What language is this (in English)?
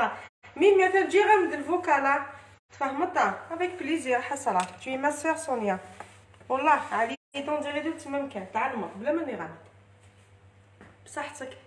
Algerian Arabic